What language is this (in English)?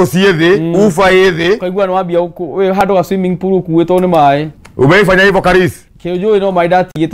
Kikuyu